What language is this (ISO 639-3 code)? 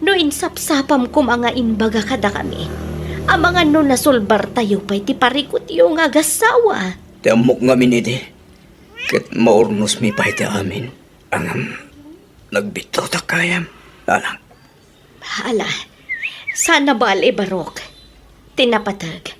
ilo